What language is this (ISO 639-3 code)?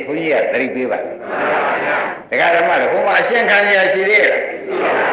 mya